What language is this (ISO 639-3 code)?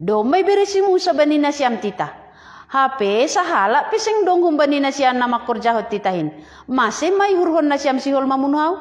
bts